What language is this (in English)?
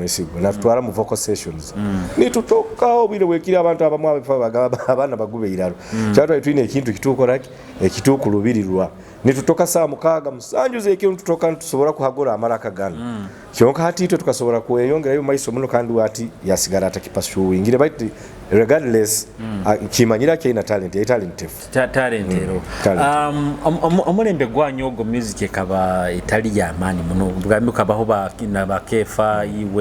Nyoro